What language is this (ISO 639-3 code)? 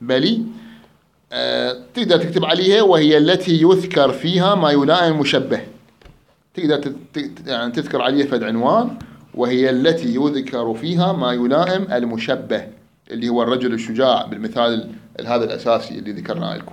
acm